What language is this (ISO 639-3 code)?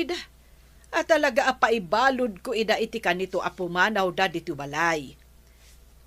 ilo